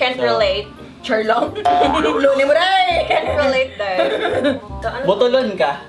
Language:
Cebuano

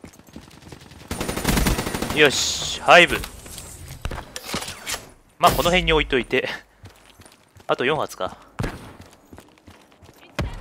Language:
Japanese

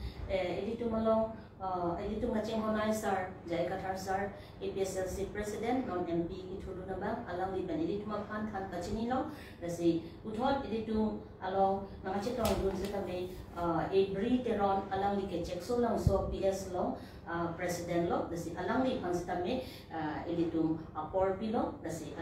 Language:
Karbi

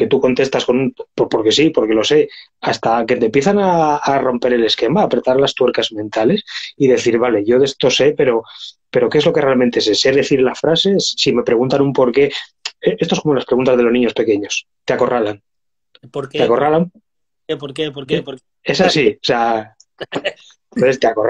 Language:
Spanish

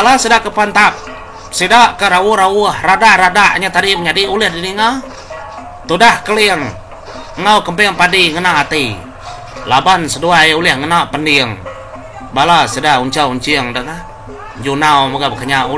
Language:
Iban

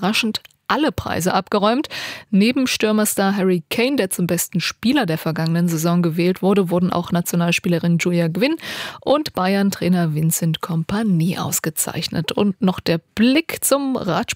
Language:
German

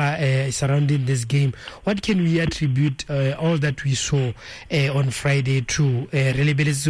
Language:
Tswana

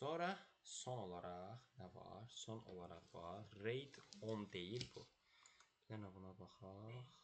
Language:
Azerbaijani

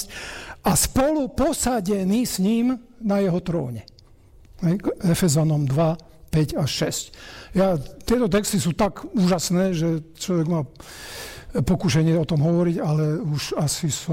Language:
Slovak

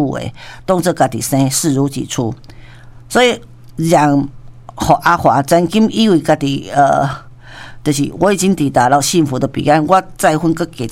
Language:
Min Nan Chinese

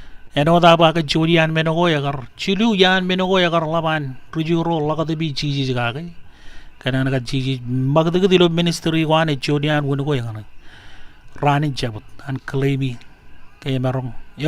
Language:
Marshallese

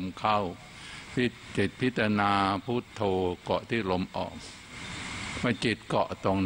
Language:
Thai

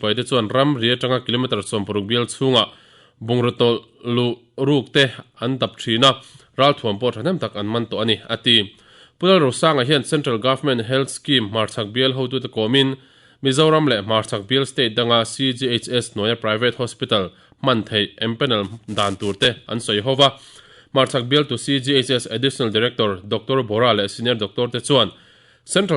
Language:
Mizo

